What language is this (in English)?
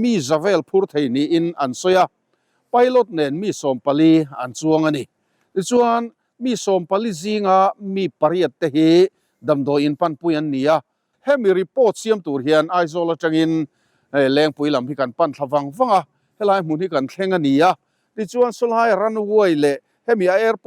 Mizo